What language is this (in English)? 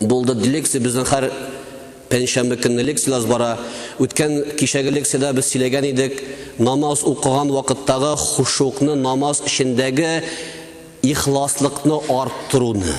Tatar